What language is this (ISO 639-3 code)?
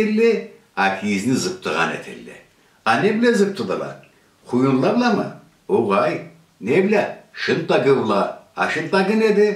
krc